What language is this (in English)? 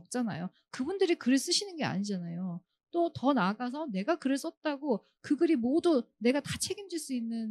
Korean